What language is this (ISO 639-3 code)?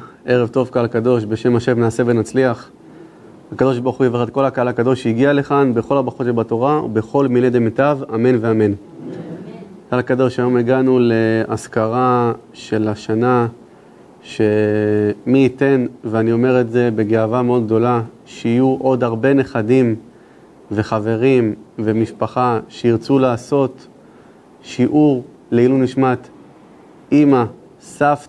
heb